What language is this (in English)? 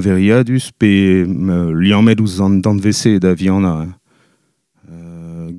Breton